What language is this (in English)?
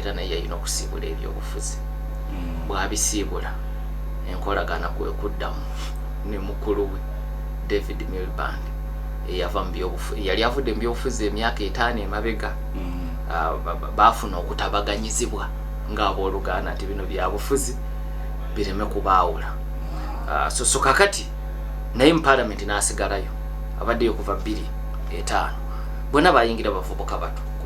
Ganda